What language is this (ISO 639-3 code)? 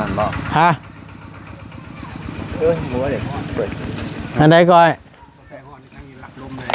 tts